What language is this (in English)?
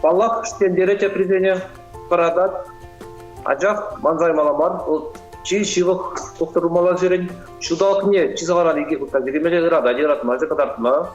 Chuvash